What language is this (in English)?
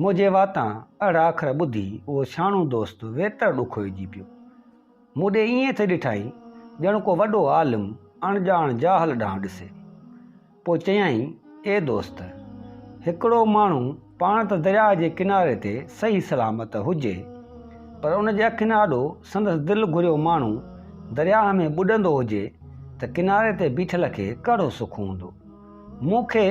Sindhi